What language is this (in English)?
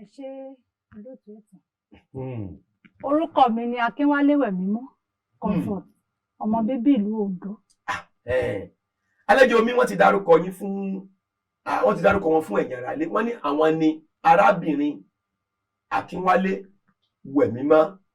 Yoruba